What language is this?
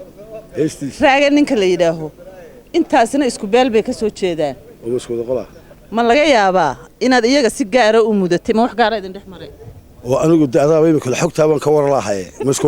Somali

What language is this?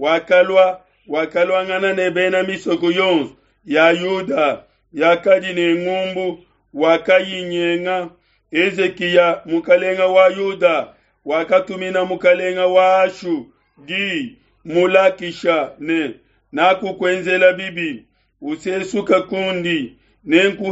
Luba-Lulua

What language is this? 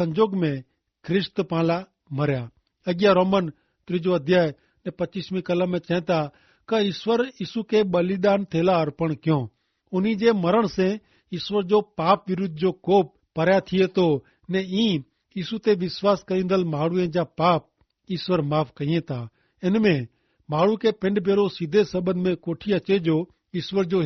Kachhi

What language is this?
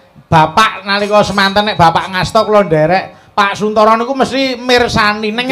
Javanese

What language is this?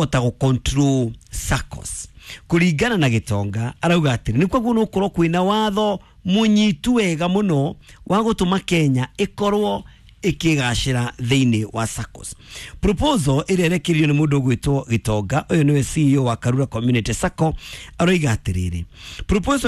Kikuyu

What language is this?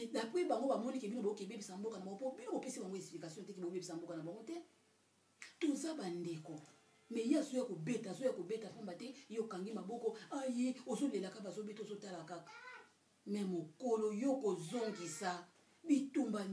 Lingala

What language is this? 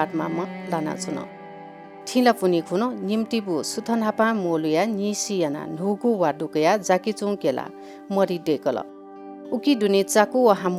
Newari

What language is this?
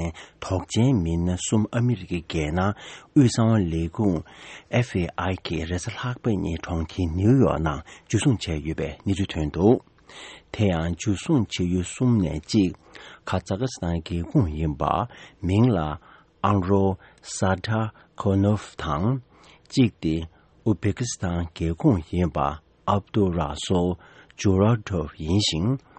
Tibetan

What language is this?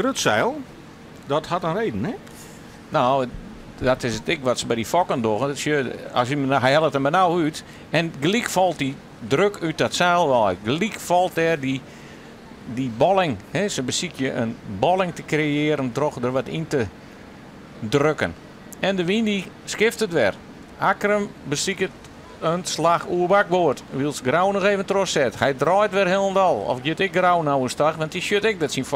Western Frisian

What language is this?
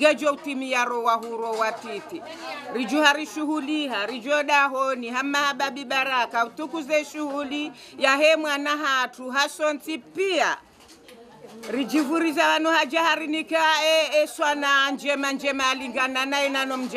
Swahili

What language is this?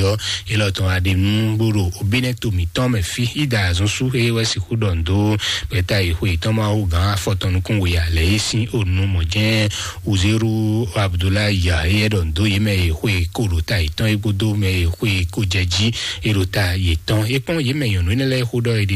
Fon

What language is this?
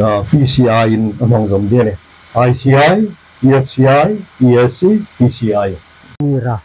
Hmar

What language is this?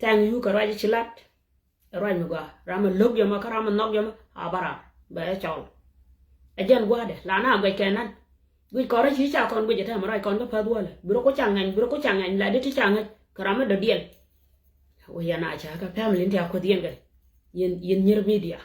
Nuer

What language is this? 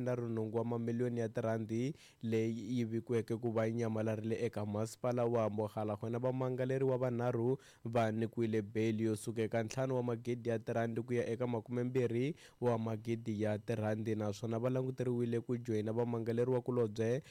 Tsonga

